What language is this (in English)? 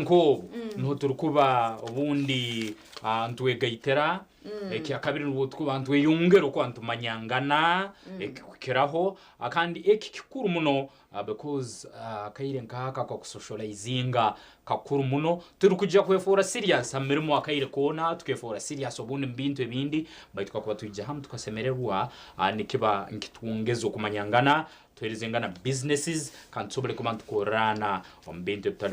Nyankole